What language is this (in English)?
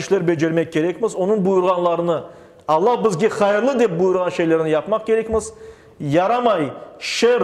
Crimean Tatar